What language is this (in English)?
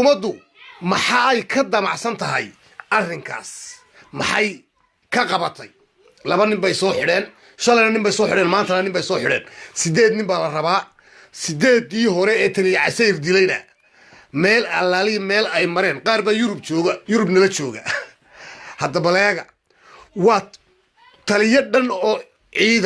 Somali